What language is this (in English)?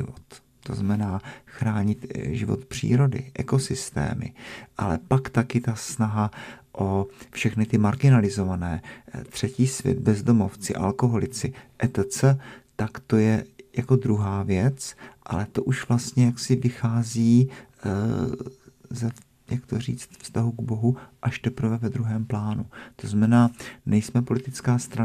Czech